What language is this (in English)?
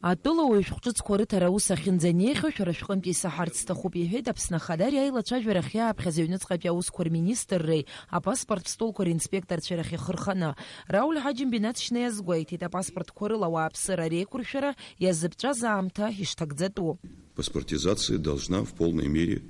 Abkhazian